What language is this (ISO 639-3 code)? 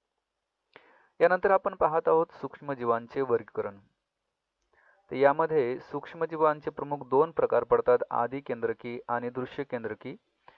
mar